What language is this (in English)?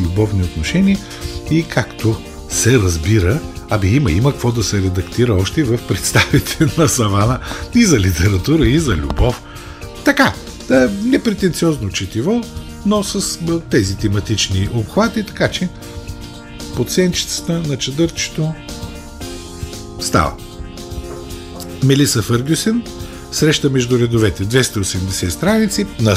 Bulgarian